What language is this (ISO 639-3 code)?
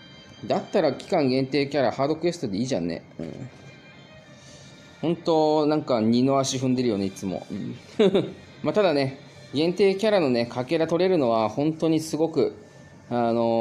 jpn